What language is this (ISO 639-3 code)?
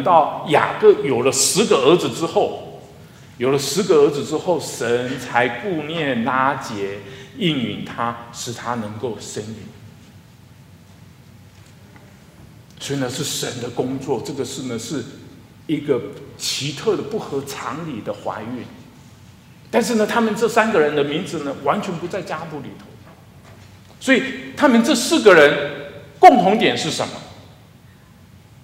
zho